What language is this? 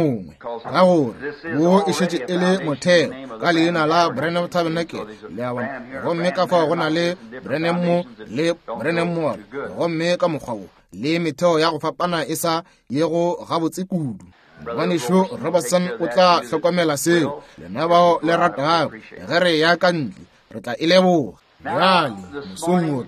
Northern Sotho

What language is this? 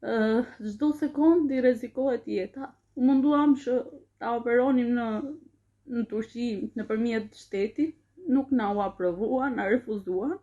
Albanian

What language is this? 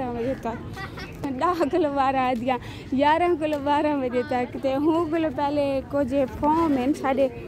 Saraiki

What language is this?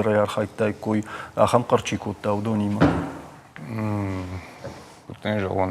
Ossetic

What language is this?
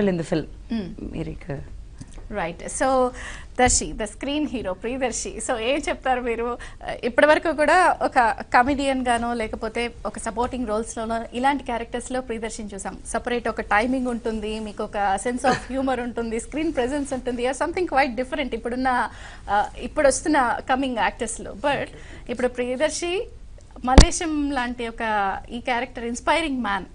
Telugu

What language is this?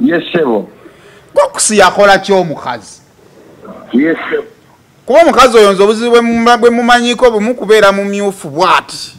Ganda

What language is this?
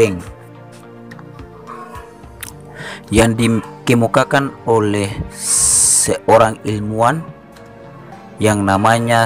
Indonesian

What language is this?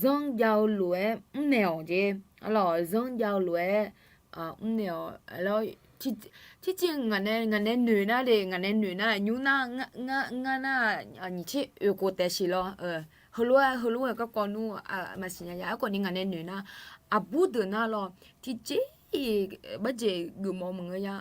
Akha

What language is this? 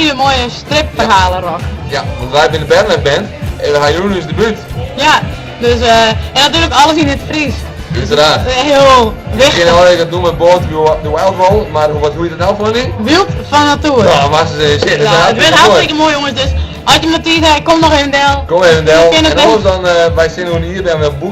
Western Frisian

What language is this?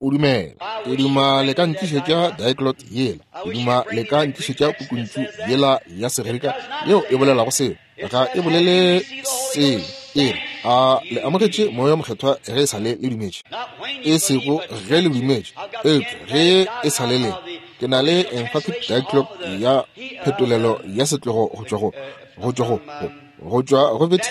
Northern Sotho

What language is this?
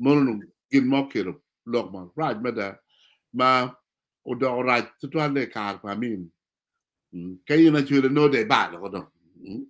Acoli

